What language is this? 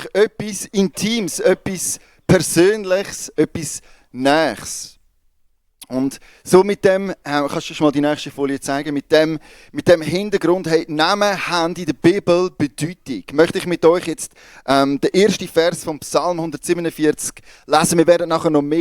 Swiss German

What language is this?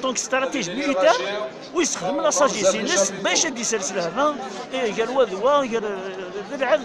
Kabyle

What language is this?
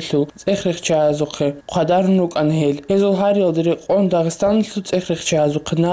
Avaric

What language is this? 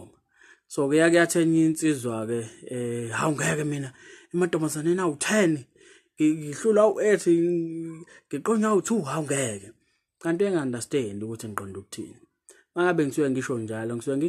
Zulu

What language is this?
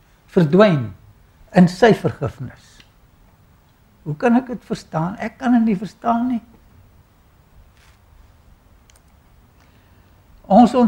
Afrikaans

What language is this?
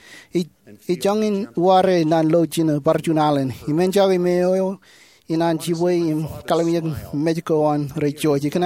Marshallese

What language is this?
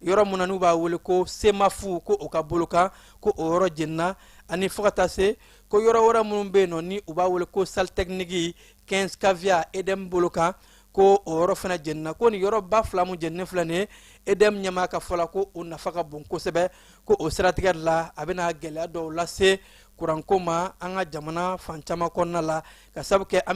Bambara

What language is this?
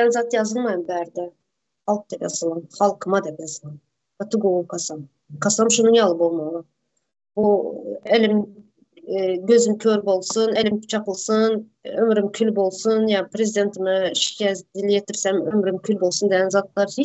Turkmen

